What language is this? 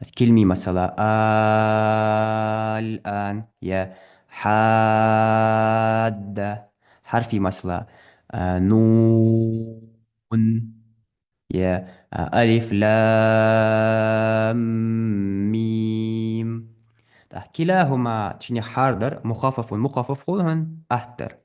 Ingush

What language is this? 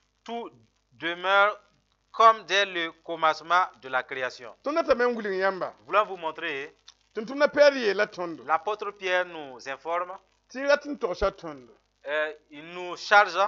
Mossi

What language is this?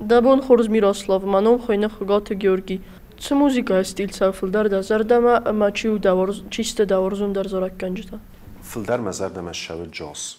Ossetic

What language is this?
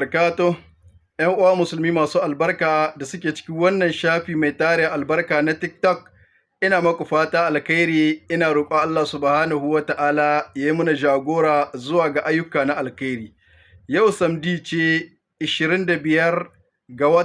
Hausa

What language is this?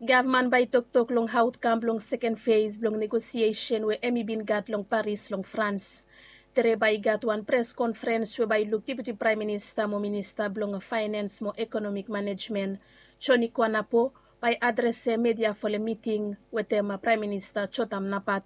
Bislama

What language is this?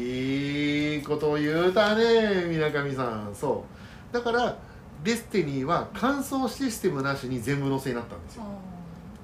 Japanese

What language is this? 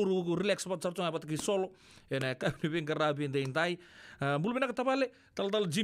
Fijian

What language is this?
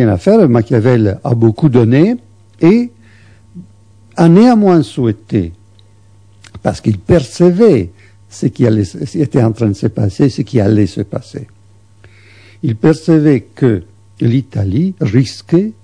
French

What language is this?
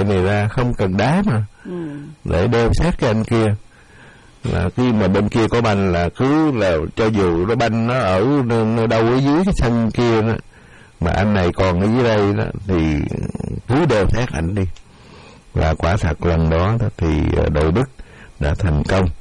Vietnamese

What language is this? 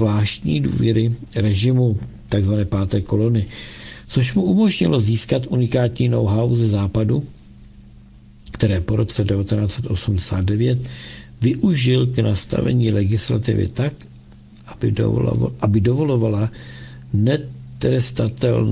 Czech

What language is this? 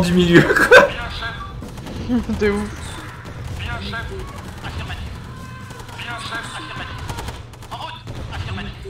French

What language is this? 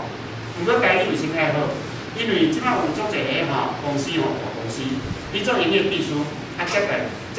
Min Nan Chinese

